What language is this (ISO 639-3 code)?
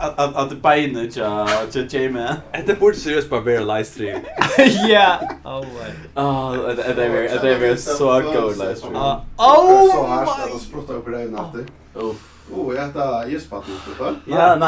fao